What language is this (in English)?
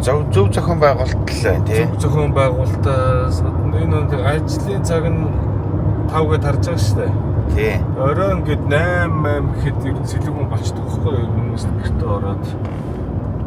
Mongolian